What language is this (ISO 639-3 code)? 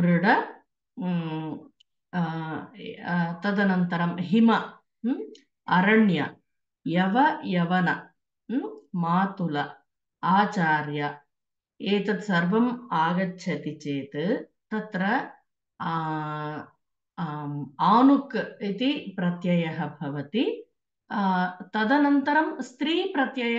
san